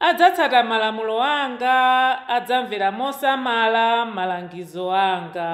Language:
Nyanja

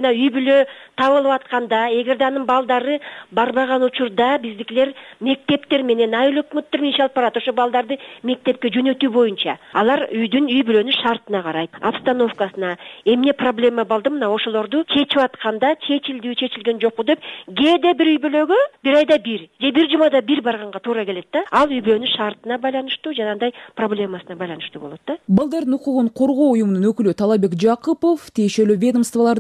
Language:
Kyrgyz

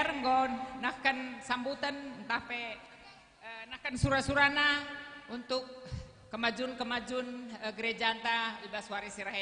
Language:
Batak Karo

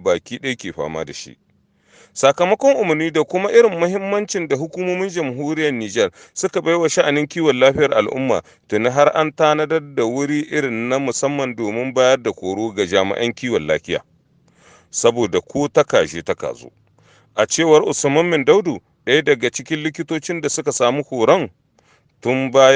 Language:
Hausa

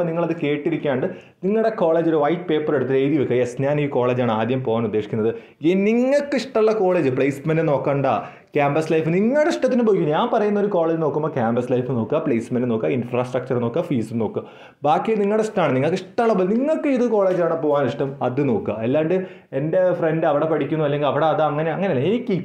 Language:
Malayalam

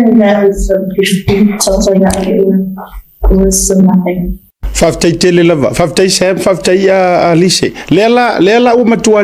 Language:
Samoan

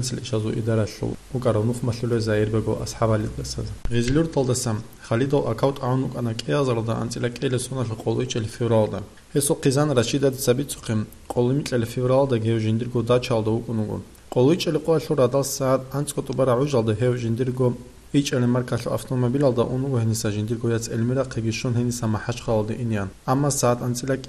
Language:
Avaric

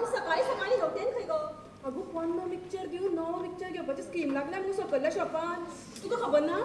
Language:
Konkani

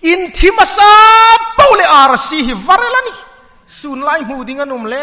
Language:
Hmar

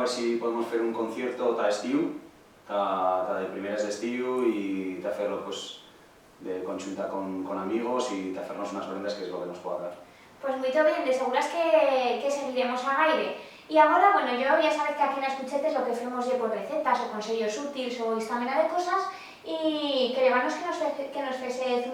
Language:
Aragonese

